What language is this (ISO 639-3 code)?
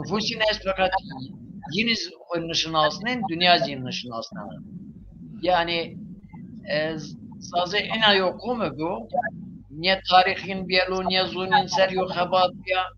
zza